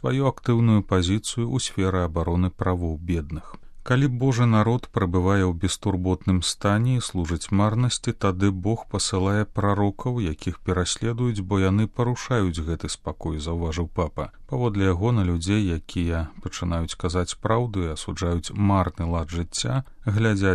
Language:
Belarusian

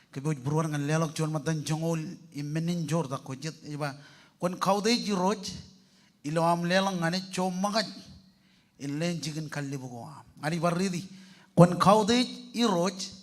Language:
Marshallese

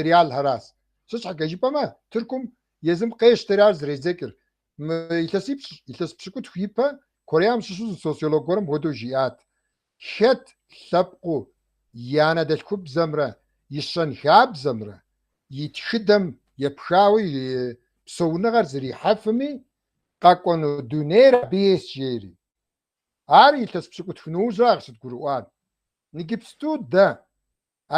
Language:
Kabardian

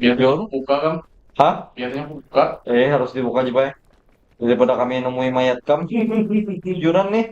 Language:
Banjar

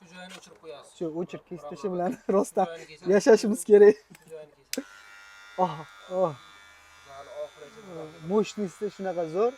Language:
Uzbek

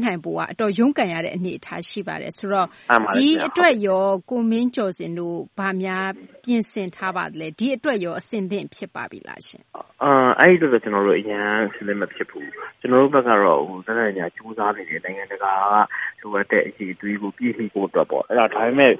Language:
Burmese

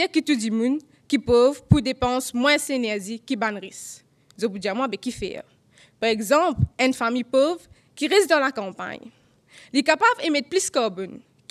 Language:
Morisyen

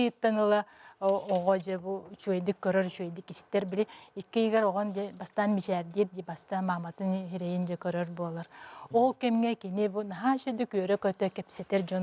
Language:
Yakut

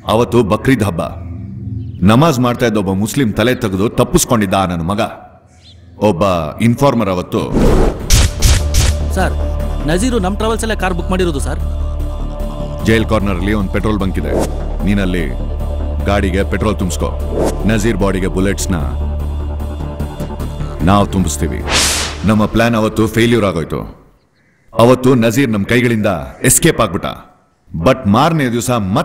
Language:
Kannada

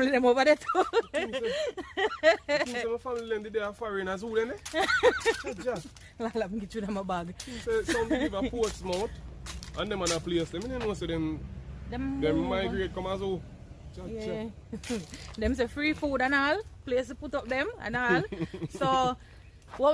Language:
Jamaican Creole English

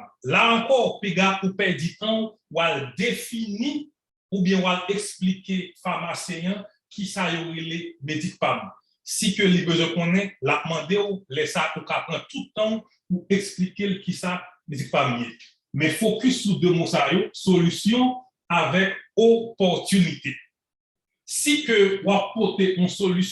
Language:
Haitian Creole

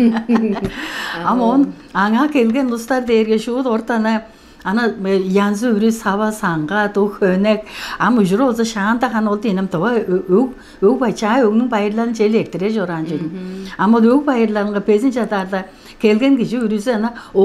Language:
Tuvinian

